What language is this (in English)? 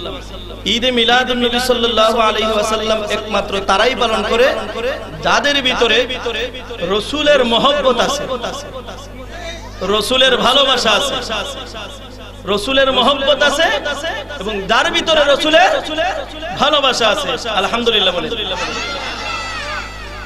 Bangla